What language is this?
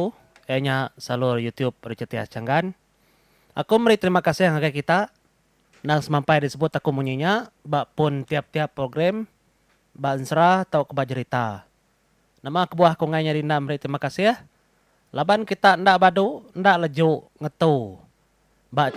Iban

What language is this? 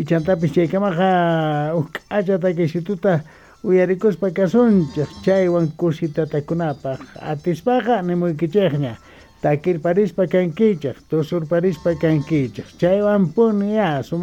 South Bolivian Quechua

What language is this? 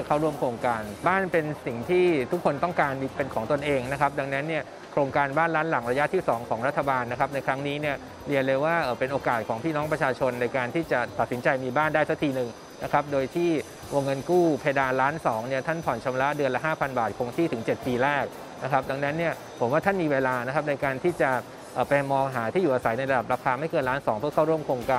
Thai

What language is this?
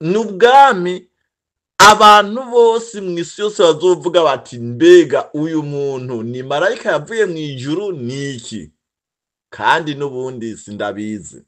Rundi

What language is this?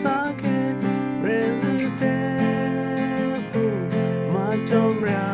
Western Kayah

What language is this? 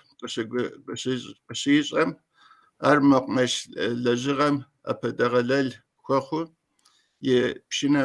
Kabardian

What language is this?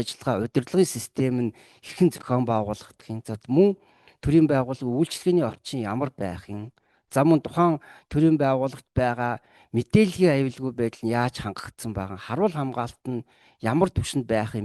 Mongolian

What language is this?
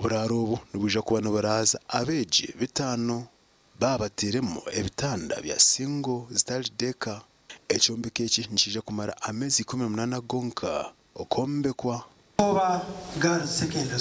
Nyankole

